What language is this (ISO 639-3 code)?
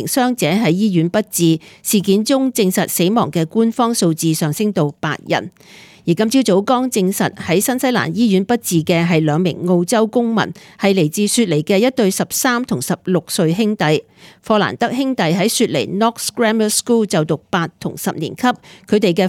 yue